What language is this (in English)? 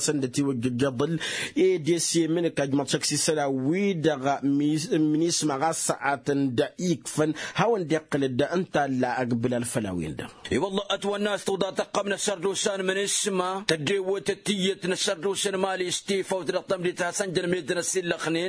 Tamasheq